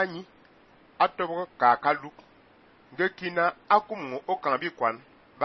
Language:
Fang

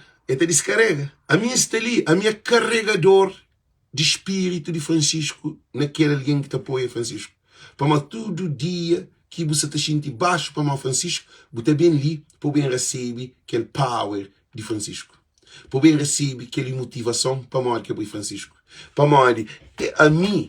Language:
Kabuverdianu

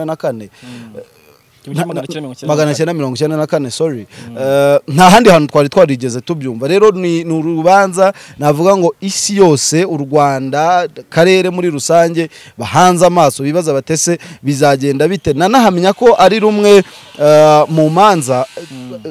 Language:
Kinyarwanda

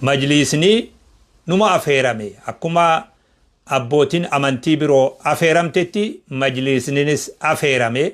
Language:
Oromo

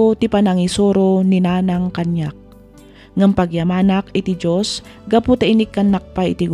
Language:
Iloko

